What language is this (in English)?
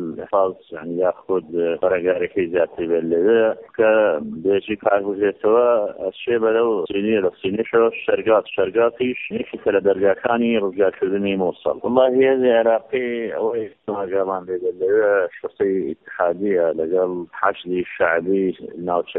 Central Kurdish